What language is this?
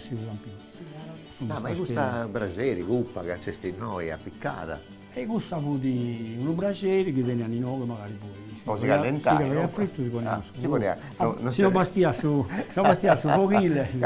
Sardinian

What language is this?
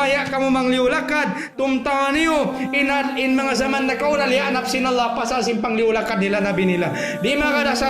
Tausug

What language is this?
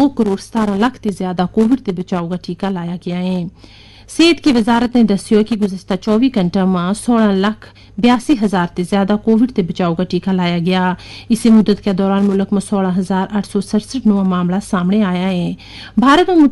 Gujari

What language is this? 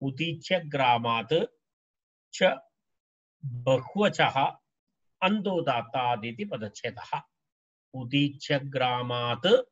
Sanskrit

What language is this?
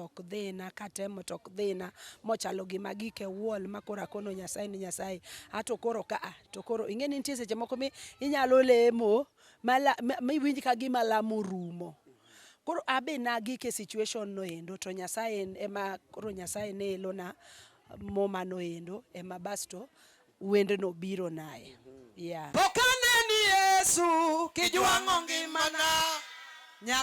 Luo (Kenya and Tanzania)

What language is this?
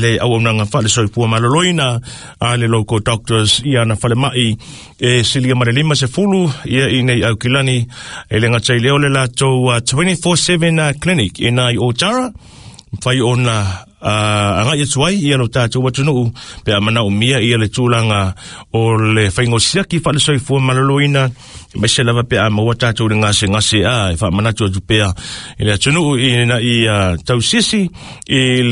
Samoan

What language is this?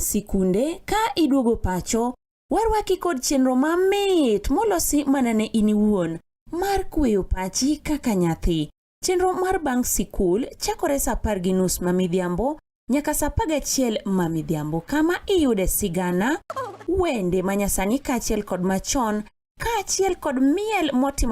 Luo (Kenya and Tanzania)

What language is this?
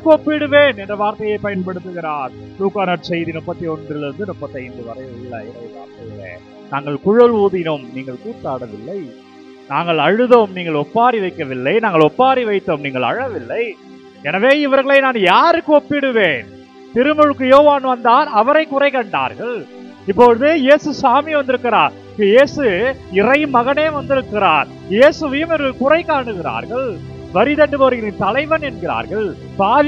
Tamil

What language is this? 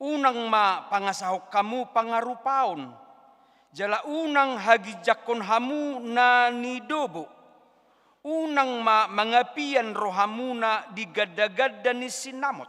Batak Toba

